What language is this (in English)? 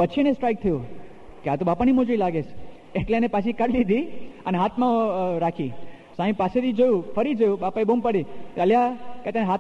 Gujarati